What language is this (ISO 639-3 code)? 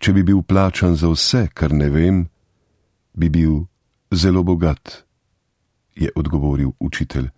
slv